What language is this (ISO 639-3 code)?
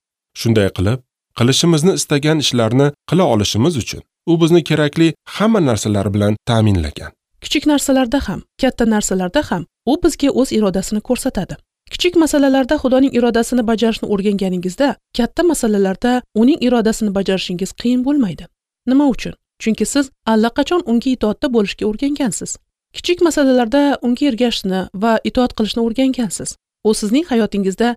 uzb